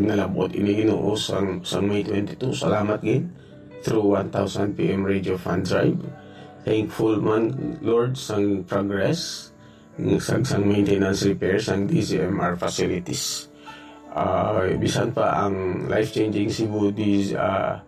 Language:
Hiligaynon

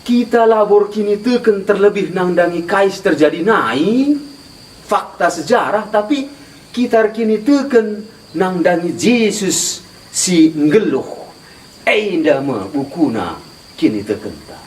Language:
Batak Karo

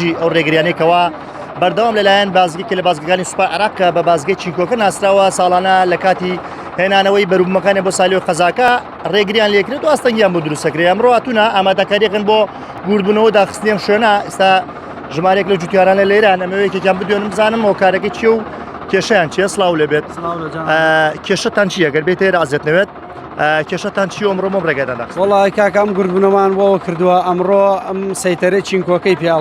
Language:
Central Kurdish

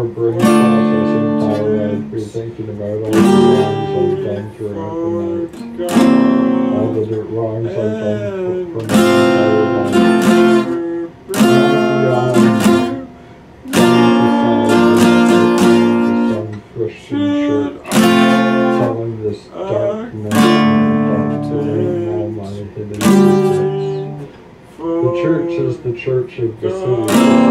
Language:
English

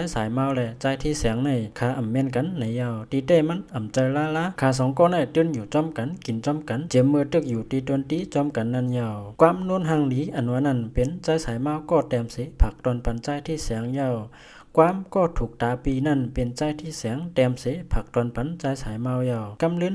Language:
Shan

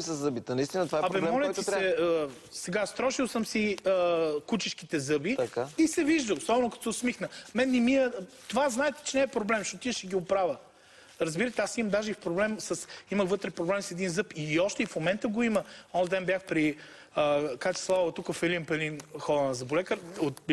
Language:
Bulgarian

